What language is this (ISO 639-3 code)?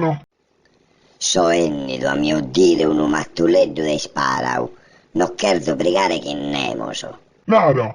srd